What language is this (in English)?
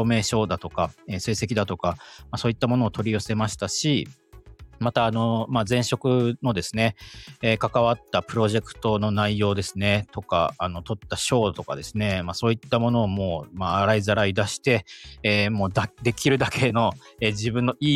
Japanese